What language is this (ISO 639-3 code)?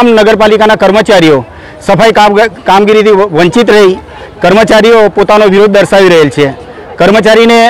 guj